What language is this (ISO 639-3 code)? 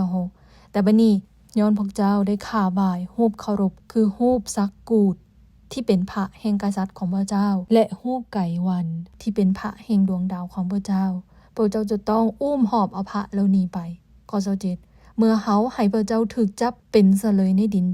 lao